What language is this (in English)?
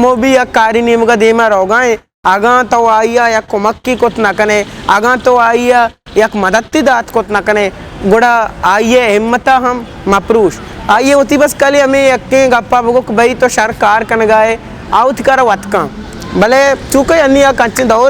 Eastern Balochi